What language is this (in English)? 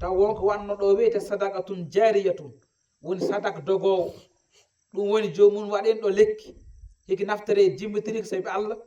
Fula